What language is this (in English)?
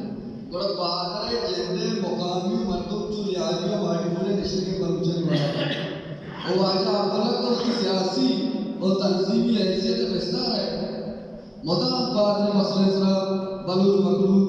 Baluchi